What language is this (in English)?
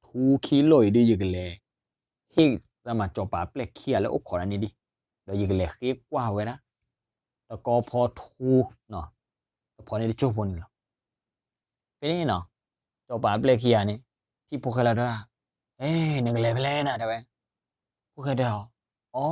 S'gaw Karen